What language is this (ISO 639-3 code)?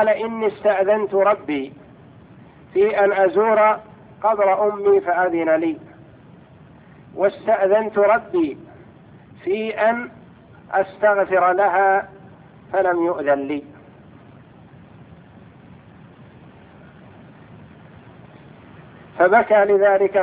ara